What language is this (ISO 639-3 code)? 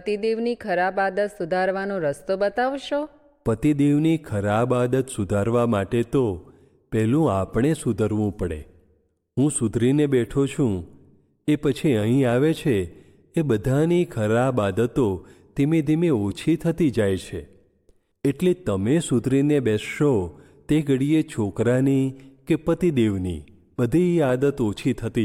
guj